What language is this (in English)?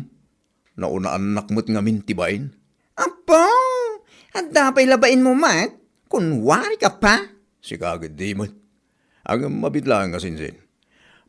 Iloko